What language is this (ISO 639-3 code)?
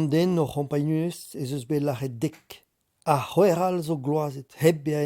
bre